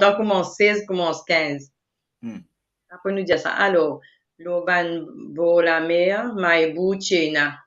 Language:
Morisyen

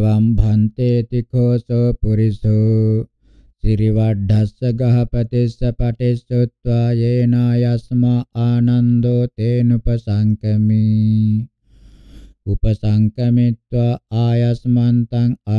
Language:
Pali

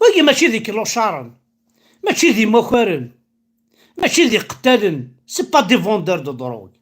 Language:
Kabyle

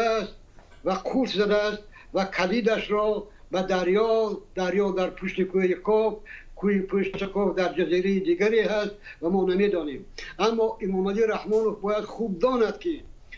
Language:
Tajik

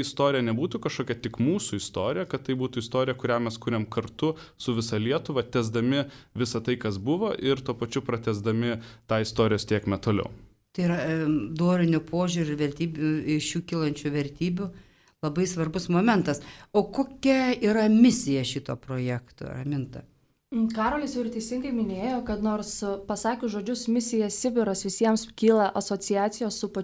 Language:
Lithuanian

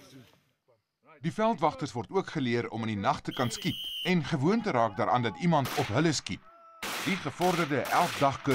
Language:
Afrikaans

